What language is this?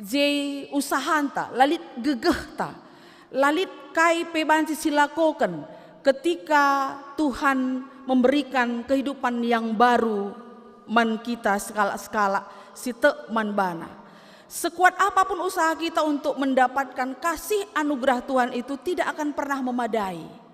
Batak Karo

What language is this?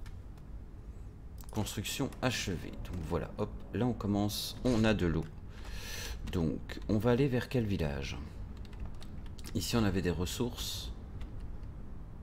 French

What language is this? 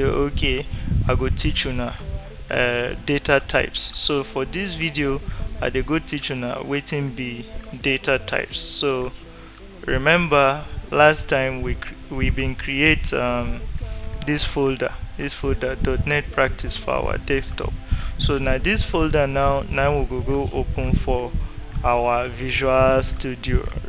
Nigerian Pidgin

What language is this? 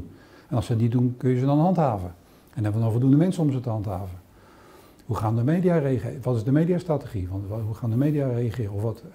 Dutch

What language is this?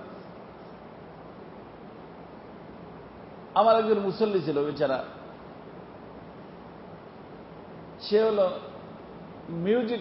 Bangla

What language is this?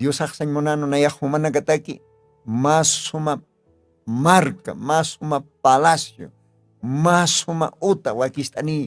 Aymara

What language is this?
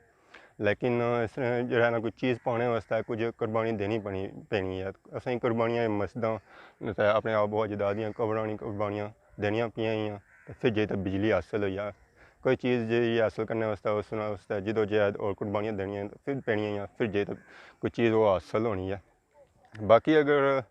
Pahari-Potwari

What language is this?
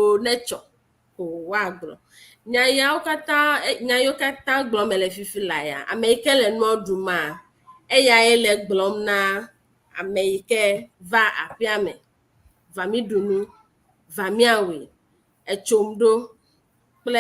Ewe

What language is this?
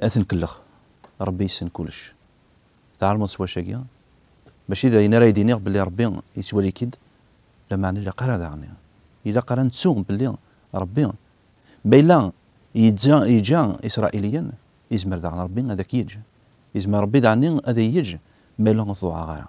Kabyle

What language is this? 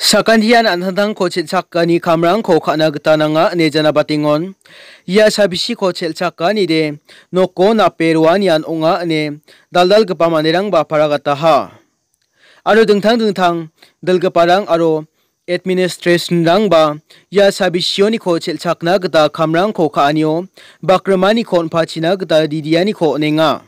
Garo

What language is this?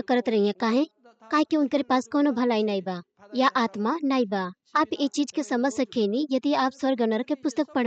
Bhojpuri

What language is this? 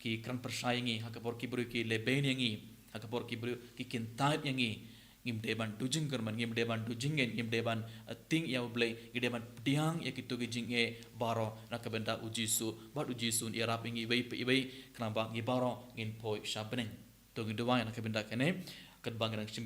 Khasi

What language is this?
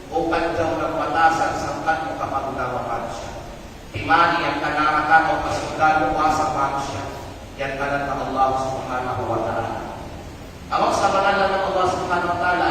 Kalagan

